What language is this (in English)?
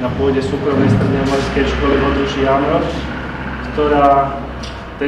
Slovak